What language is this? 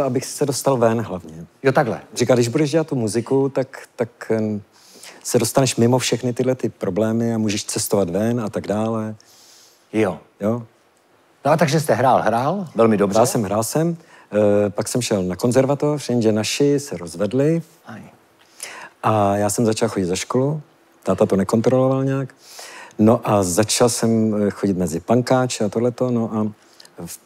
Czech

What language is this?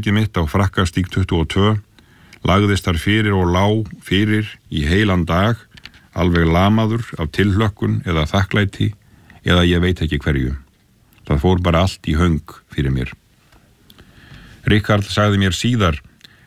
Icelandic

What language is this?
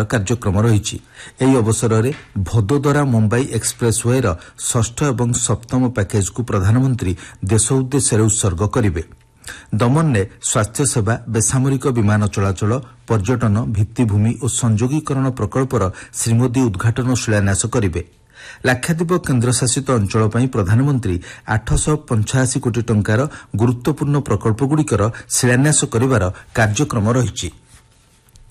Odia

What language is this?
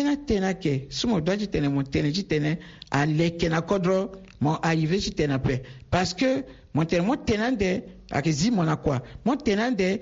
Sango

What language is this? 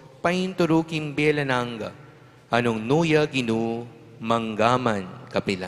Pampanga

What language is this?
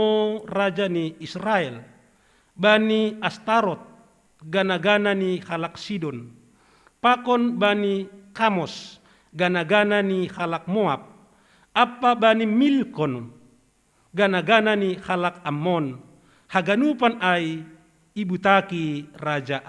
Batak Simalungun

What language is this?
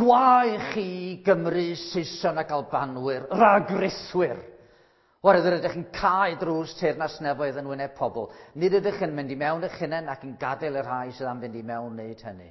Welsh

